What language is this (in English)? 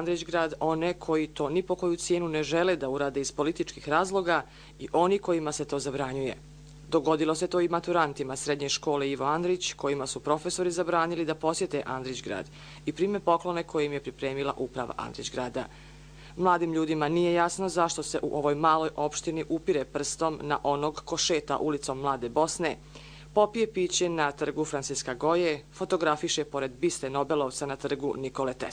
Bosnian